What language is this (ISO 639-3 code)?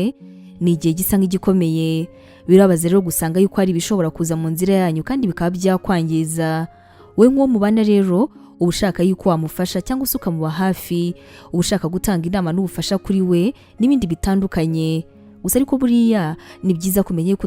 kin